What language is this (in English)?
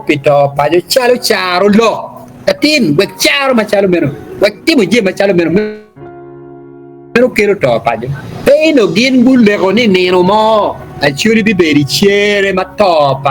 Acoli